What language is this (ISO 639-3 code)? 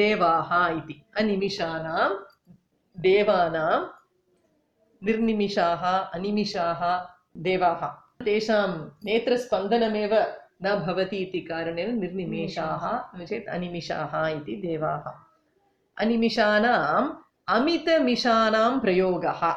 san